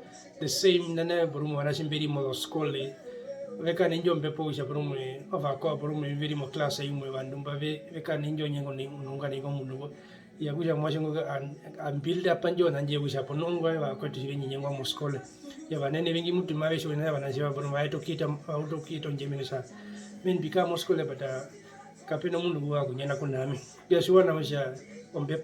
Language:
Herero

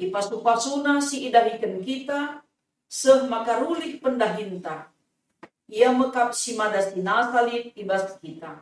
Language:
Batak Karo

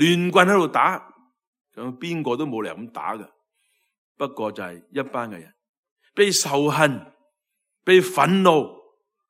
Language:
Cantonese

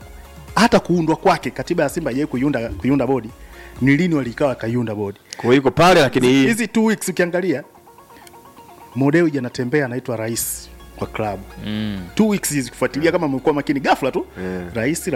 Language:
Swahili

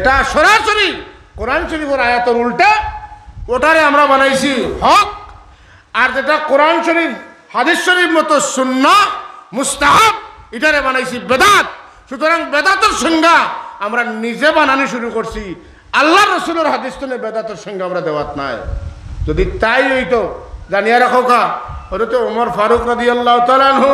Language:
Sylheti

